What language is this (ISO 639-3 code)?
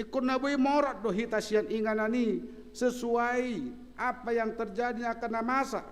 bbc